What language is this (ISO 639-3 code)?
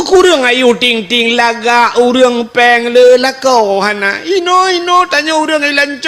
ace